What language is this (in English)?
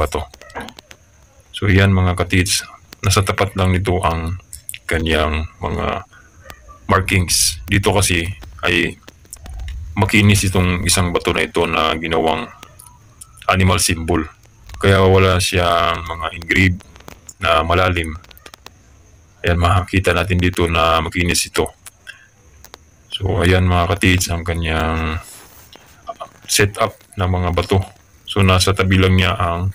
Filipino